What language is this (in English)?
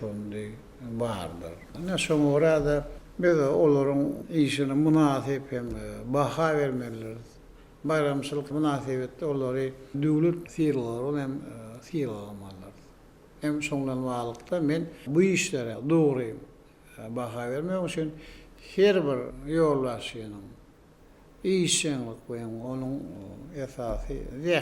Turkmen